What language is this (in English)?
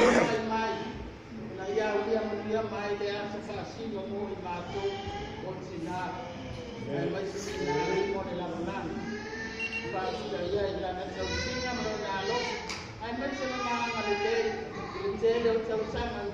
Samoan